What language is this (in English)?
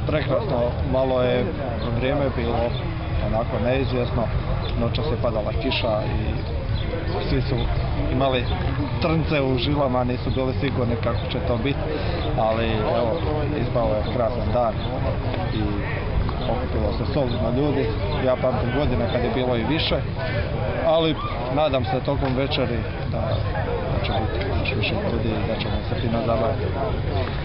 Croatian